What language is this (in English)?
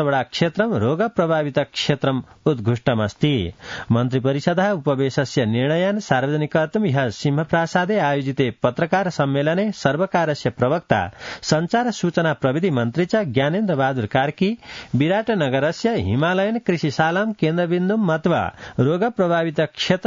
Sanskrit